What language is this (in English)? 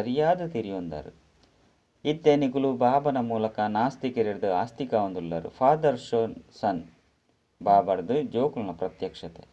Tulu